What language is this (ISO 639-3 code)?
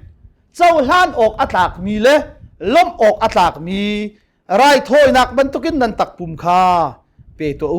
cnh